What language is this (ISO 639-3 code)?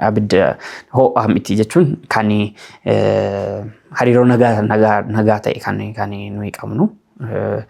orm